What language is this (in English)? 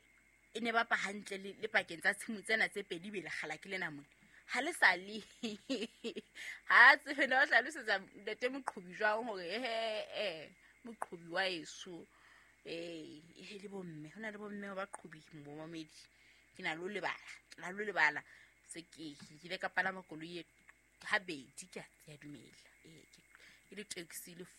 Southern Sotho